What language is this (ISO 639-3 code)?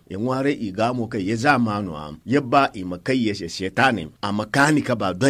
dje